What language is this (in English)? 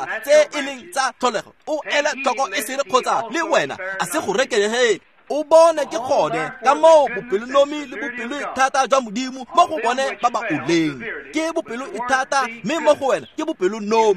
Tswana